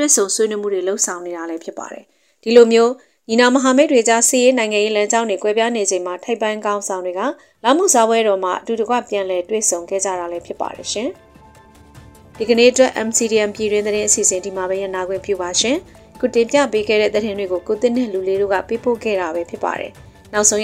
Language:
Burmese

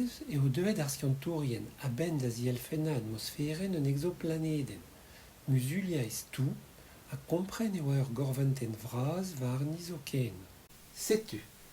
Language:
Breton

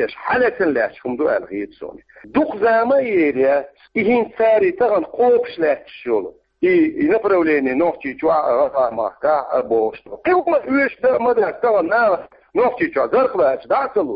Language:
Chechen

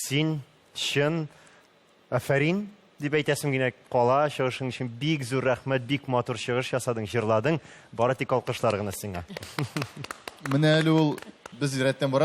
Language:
Tatar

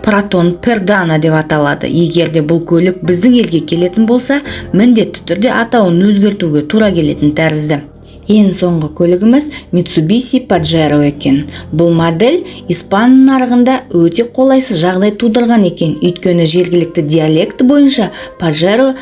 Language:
Kazakh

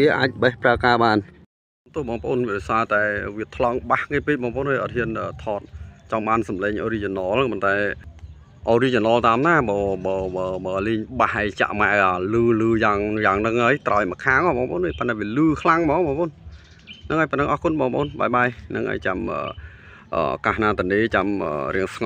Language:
Khmer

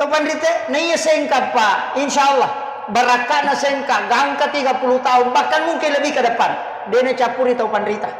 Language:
Buginese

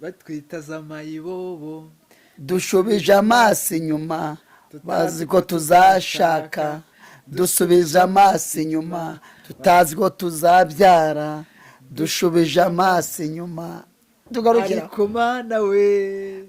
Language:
Kinyarwanda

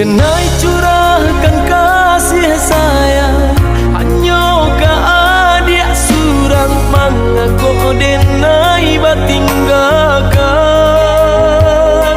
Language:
Minangkabau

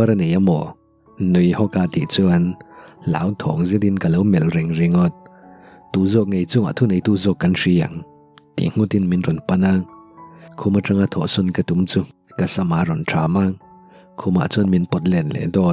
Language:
Mizo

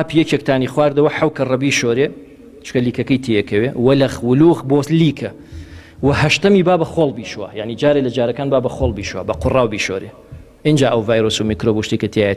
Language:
Central Kurdish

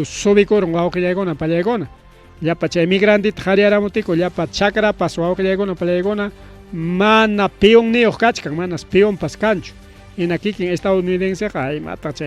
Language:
Ayacucho Quechua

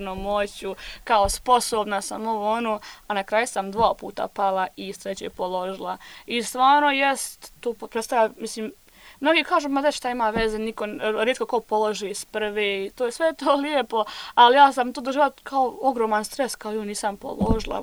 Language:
Serbian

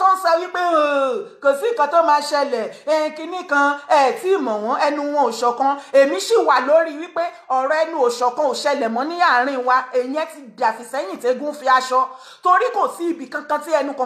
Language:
Yoruba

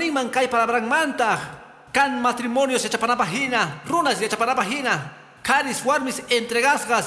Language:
Quechua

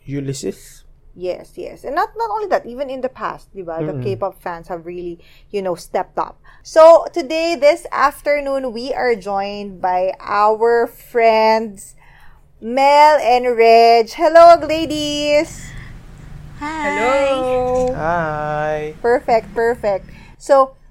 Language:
Filipino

